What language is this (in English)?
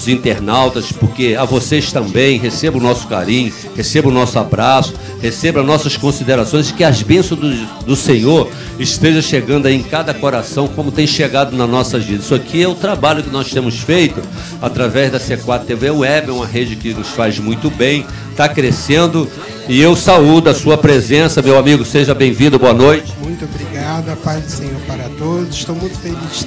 Portuguese